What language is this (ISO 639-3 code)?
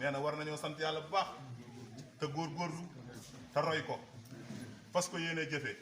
wol